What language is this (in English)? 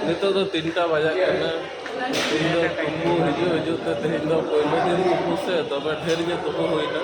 Santali